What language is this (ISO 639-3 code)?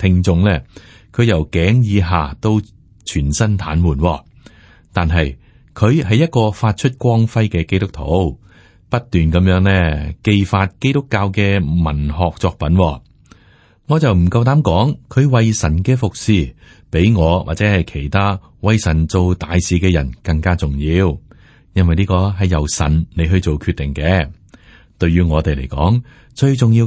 yue